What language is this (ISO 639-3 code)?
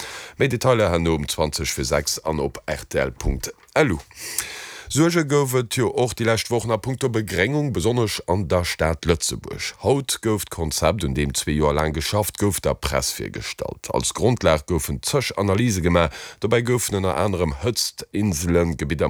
ltz